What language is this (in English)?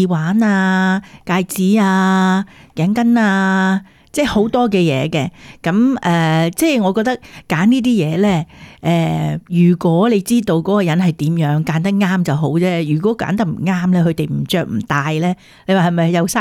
Cantonese